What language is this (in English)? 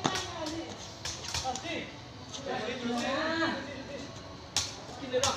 Lao